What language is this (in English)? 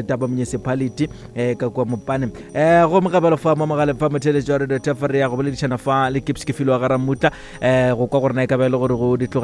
Northern Sotho